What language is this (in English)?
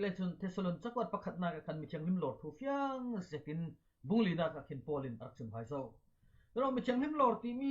Falam Chin